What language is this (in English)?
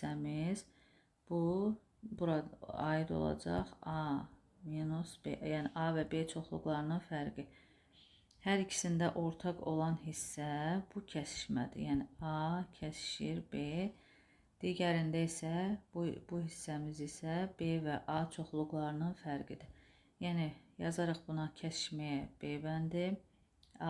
Azerbaijani